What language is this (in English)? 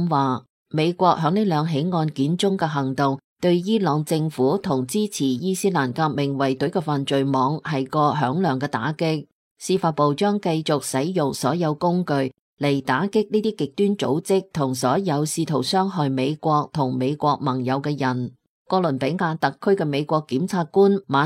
Cantonese